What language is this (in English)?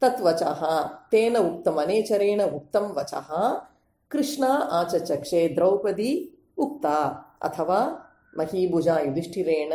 Sanskrit